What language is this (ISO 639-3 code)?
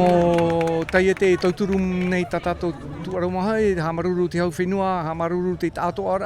tah